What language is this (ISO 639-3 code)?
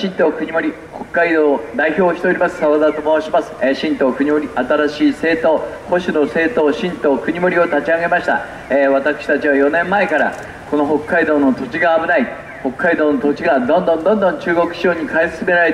jpn